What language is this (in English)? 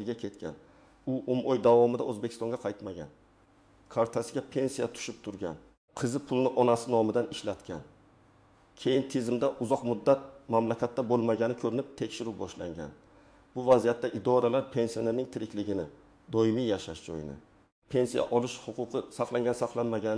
Uzbek